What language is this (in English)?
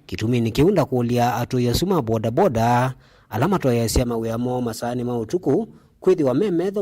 Kamba